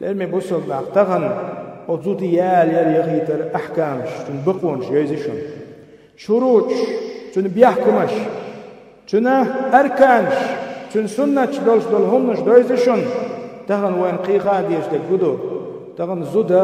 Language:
Chechen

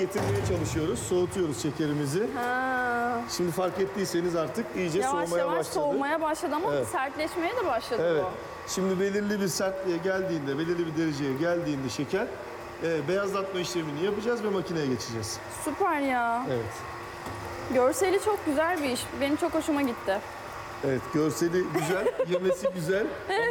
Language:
Turkish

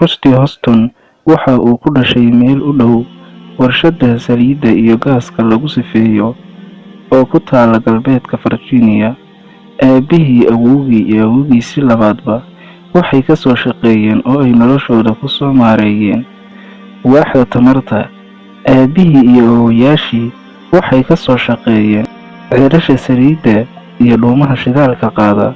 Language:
Somali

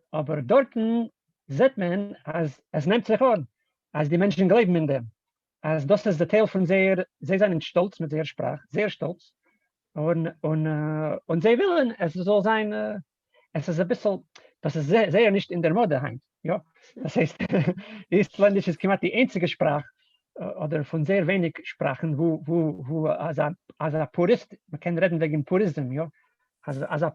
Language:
Yiddish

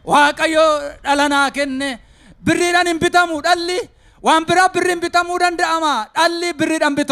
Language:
Oromo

